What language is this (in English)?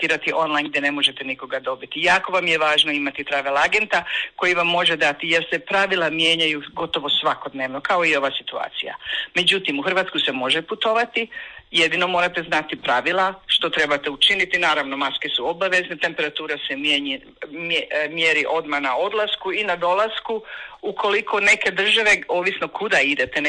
Croatian